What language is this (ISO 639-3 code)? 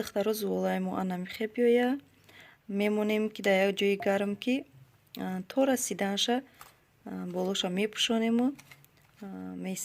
tgk